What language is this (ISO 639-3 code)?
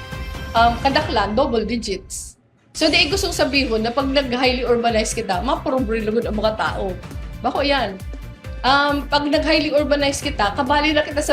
bik